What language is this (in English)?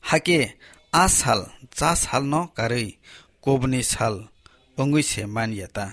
Kok Borok